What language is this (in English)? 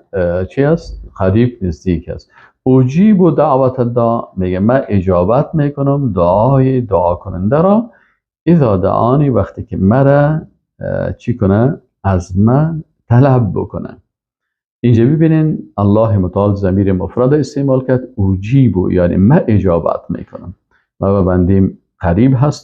Persian